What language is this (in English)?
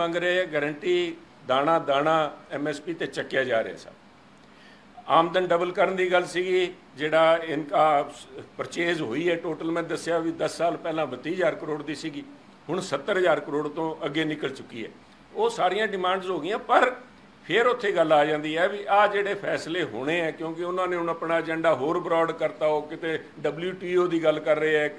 Punjabi